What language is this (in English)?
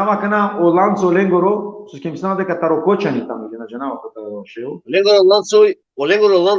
Balkan Romani